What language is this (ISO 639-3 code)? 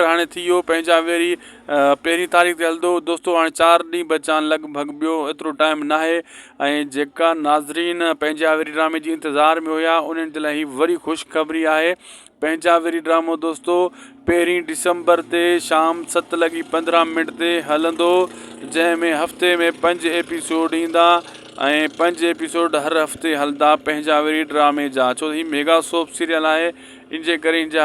snd